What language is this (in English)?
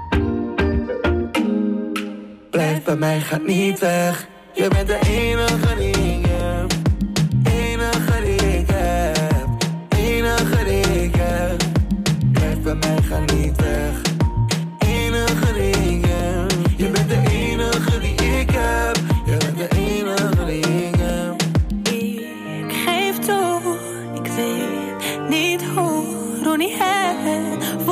Dutch